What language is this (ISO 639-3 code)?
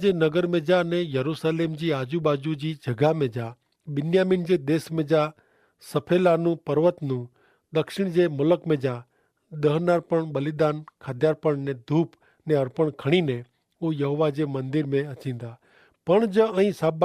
kfr